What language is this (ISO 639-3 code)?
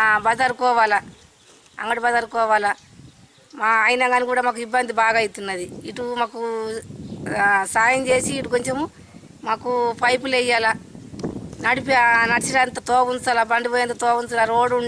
tel